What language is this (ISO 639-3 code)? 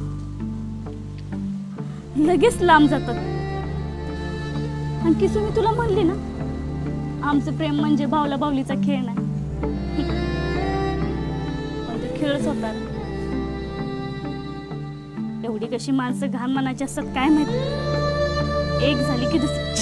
mar